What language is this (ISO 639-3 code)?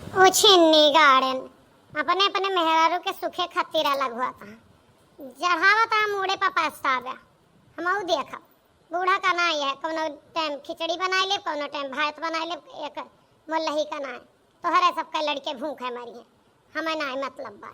awa